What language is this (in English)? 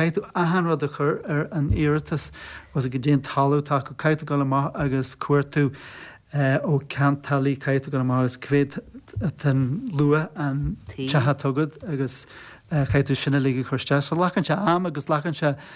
Irish